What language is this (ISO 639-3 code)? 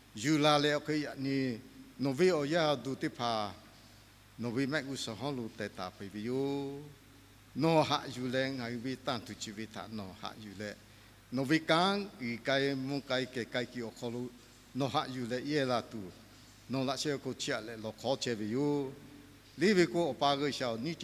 lhu